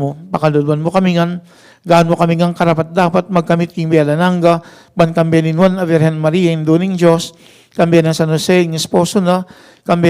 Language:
Pampanga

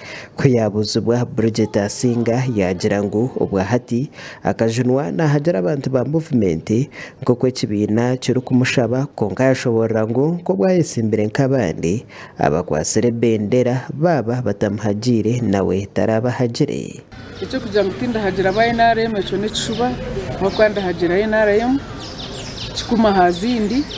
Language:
Nyankole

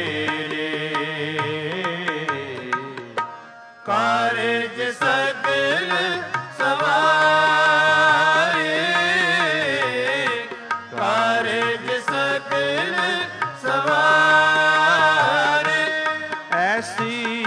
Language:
Punjabi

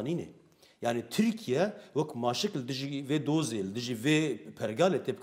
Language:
Kurdish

